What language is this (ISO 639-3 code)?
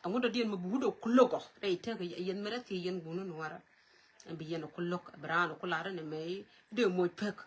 nus